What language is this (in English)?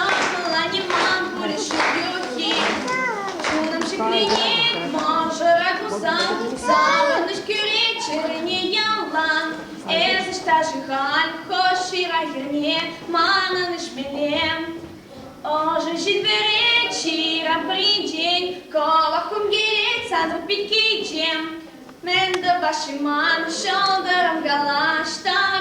Chuvash